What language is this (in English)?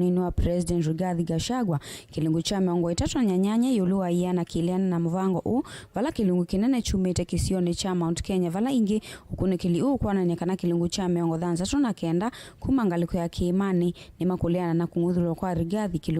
Kamba